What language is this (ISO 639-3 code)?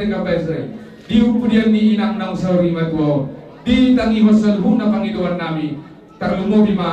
bbc